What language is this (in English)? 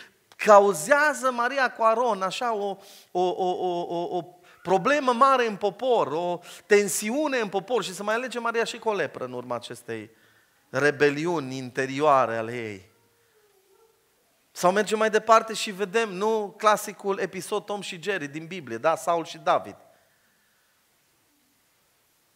Romanian